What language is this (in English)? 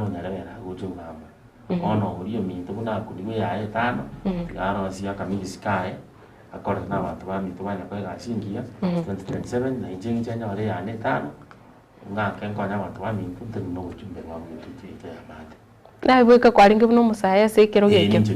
Gusii